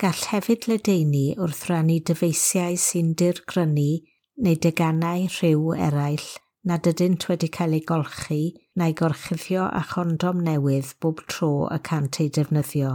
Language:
Welsh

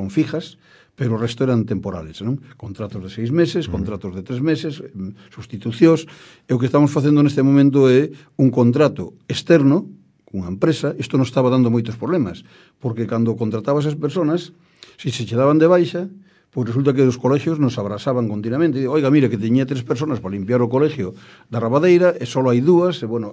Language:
Galician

